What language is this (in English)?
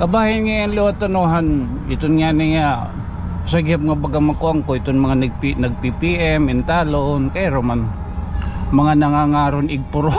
Waray